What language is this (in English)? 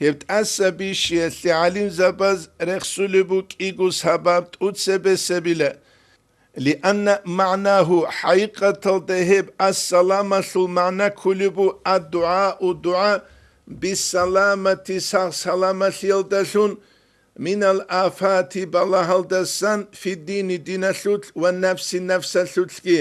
Avaric